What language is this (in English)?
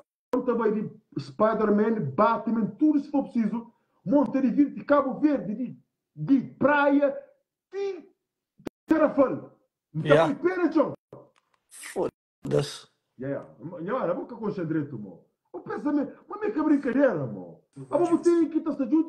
Kabuverdianu